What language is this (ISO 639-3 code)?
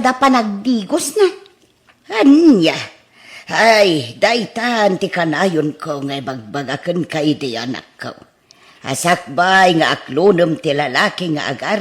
ilo